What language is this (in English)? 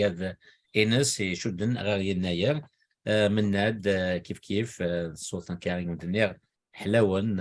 Kabyle